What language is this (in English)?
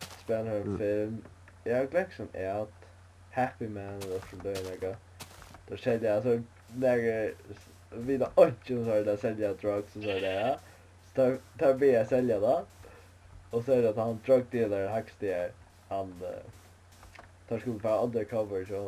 Faroese